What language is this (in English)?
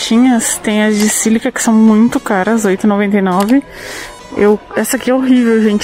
Portuguese